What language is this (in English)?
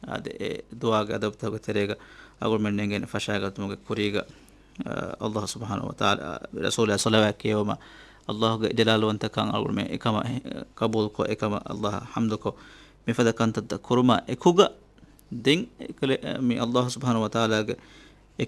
Divehi